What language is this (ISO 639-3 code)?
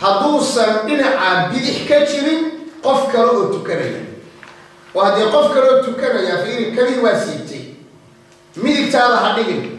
som